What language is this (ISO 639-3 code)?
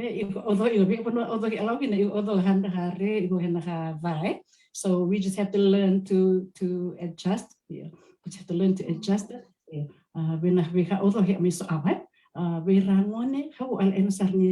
fij